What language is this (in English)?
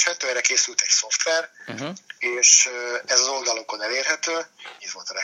Hungarian